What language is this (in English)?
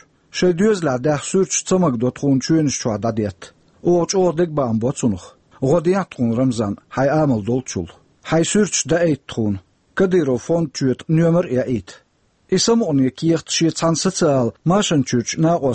Chechen